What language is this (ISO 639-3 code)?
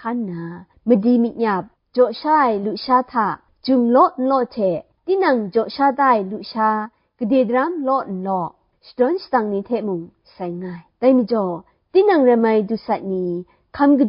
kac